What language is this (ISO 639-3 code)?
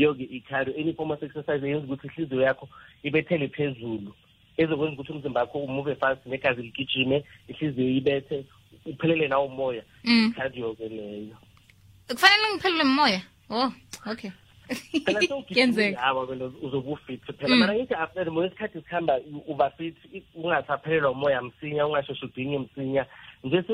nbl